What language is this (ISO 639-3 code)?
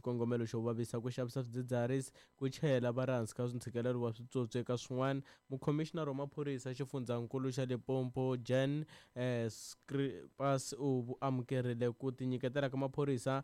tso